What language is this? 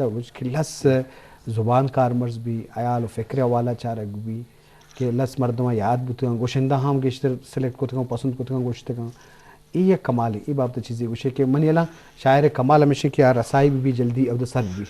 Eastern Balochi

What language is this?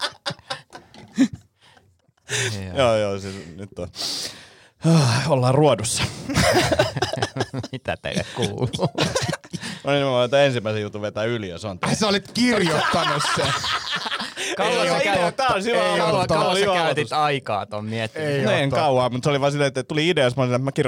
Finnish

